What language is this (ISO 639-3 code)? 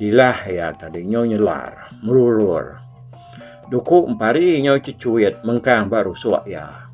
iba